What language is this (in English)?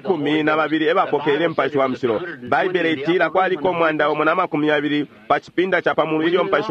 Bemba